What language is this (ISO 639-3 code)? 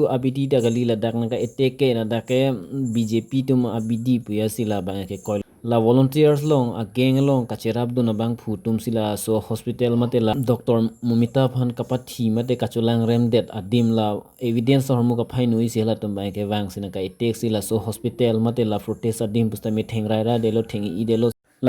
mjw